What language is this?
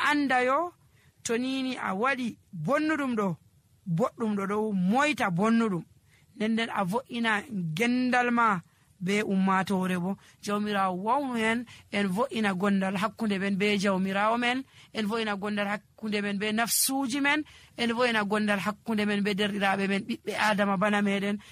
Nigerian Fulfulde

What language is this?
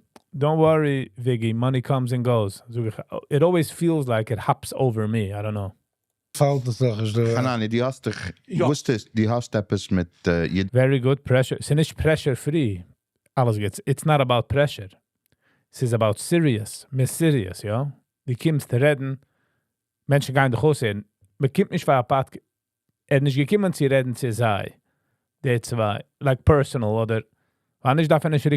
Yiddish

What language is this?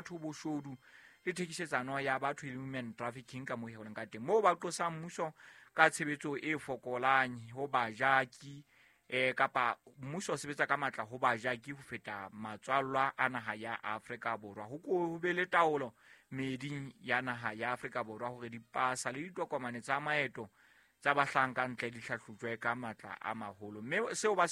Southern Sotho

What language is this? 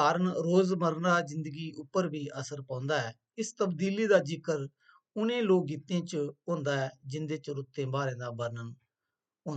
Dogri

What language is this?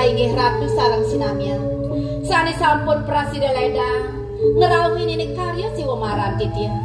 Balinese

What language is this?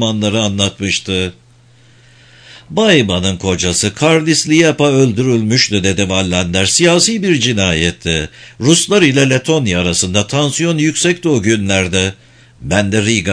Turkish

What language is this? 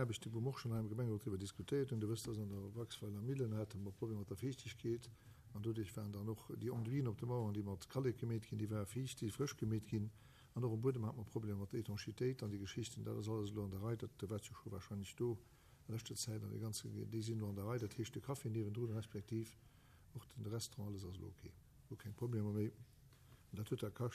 Luxembourgish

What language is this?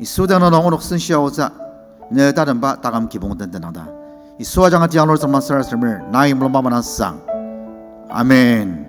Ao Naga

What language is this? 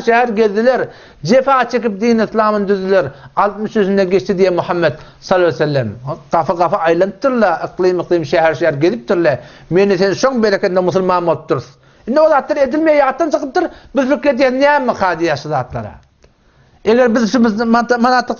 Turkmen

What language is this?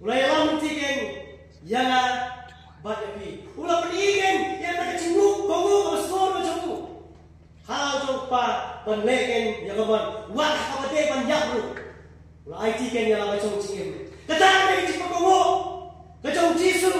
Khasi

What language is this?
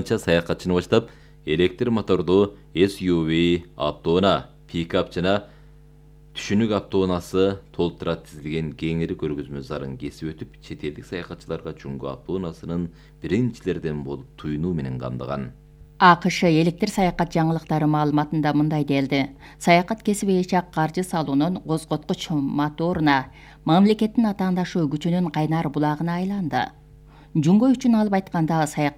Kyrgyz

